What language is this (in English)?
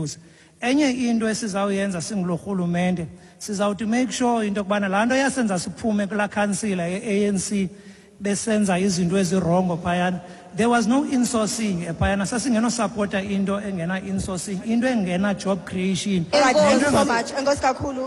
Xhosa